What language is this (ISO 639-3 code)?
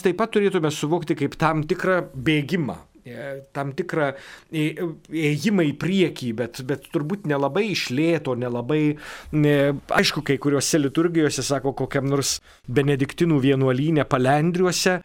lit